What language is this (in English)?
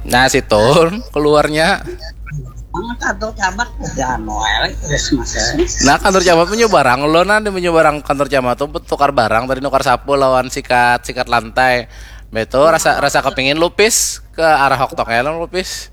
Banjar